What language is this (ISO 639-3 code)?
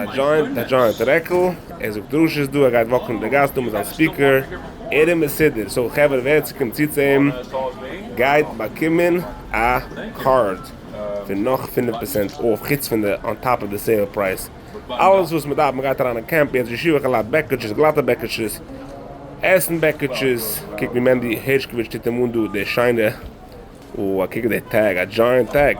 yid